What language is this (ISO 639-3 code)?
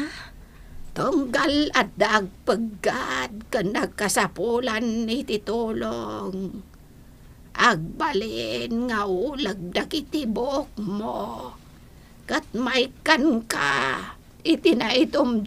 ilo